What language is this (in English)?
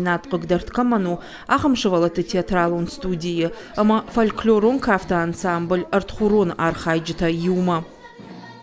Ossetic